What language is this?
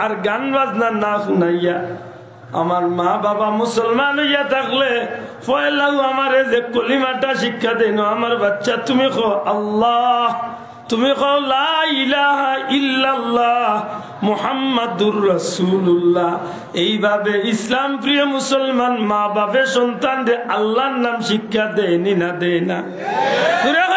Sylheti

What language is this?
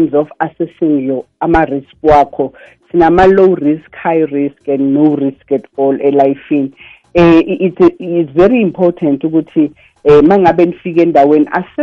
South Ndebele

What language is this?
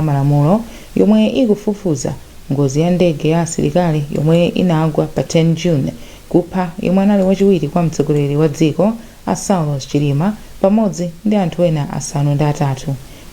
Nyanja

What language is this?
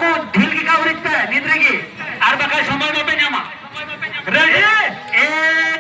Santali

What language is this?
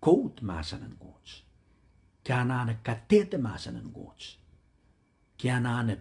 Pohnpeian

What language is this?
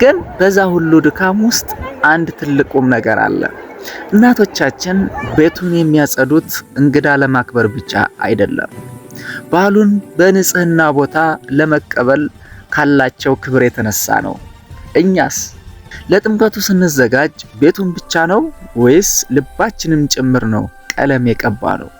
Amharic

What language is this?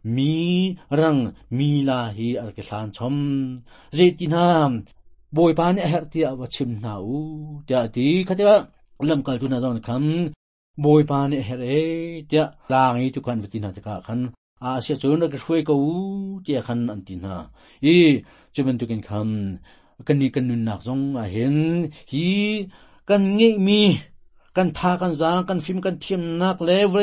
Hakha Chin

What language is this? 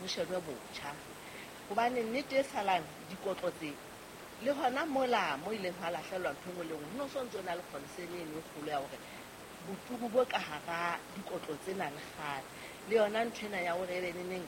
Southern Sotho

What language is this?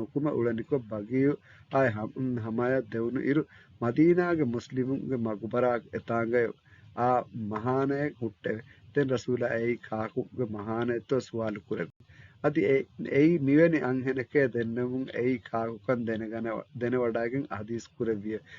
Divehi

